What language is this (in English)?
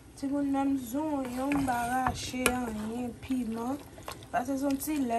Haitian Creole